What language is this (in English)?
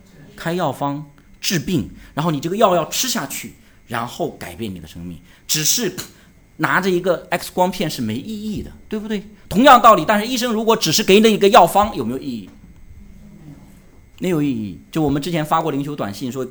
Chinese